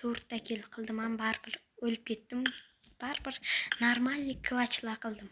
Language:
Uzbek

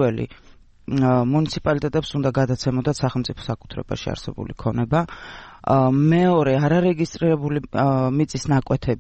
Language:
Georgian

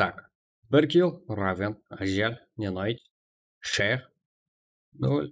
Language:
Kara-Kalpak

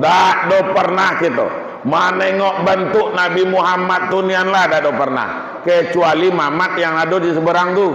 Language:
Minangkabau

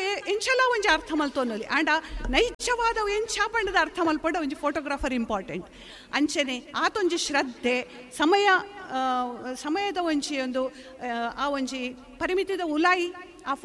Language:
Tulu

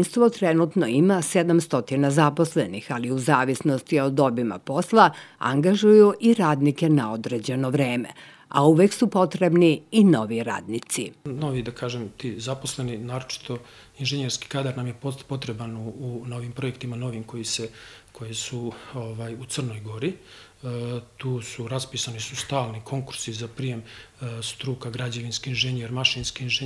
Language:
Serbian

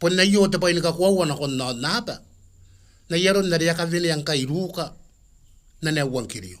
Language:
Gilbertese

